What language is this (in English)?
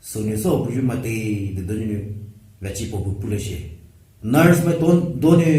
Poumei Naga